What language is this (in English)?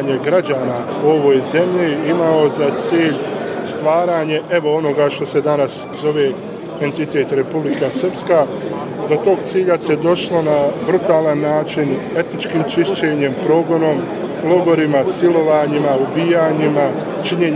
Bosnian